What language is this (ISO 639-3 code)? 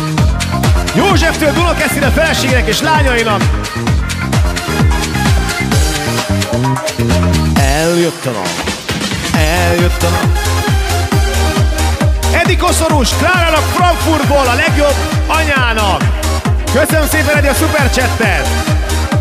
hun